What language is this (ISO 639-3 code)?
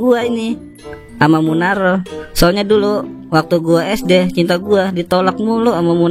bew